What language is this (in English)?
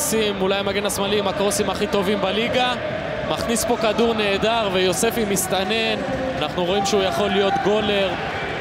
Hebrew